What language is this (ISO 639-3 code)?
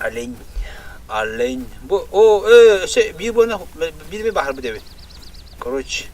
sah